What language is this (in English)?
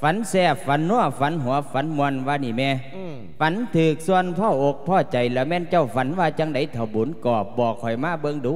Lao